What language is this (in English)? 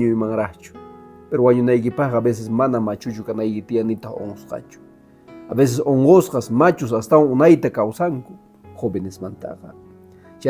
Quechua